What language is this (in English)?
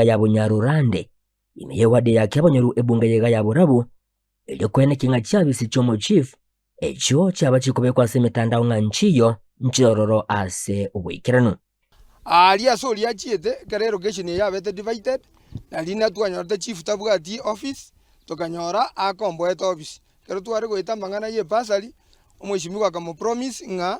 Gusii